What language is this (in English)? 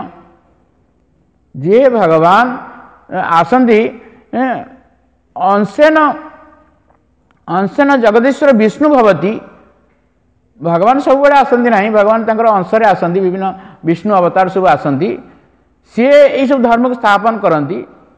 Odia